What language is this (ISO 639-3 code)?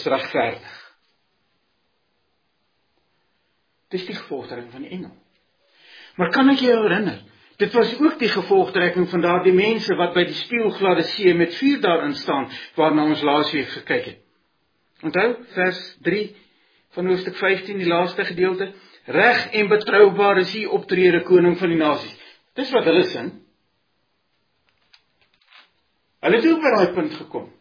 afr